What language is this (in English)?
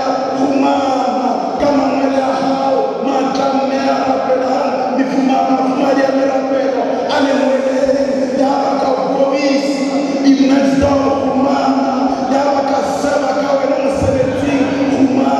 Southern Sotho